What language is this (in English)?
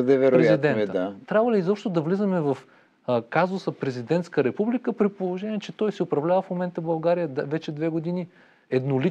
Bulgarian